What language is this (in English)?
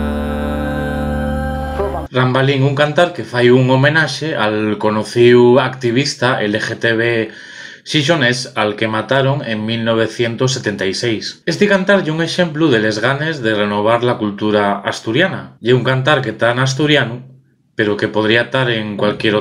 Asturian